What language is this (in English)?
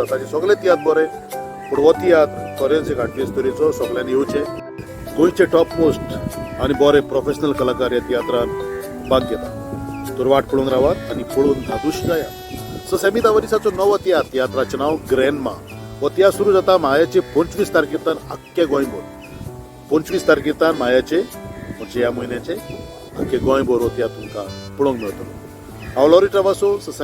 Konkani